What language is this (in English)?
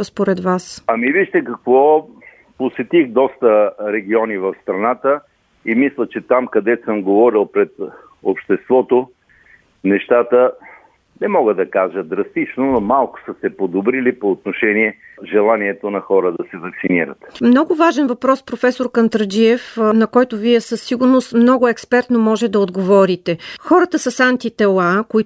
Bulgarian